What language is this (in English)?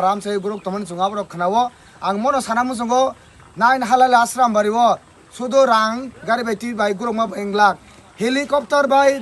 Kok Borok